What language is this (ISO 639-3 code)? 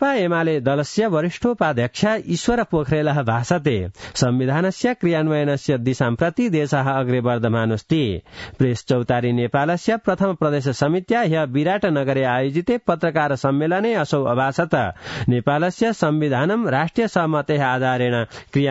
san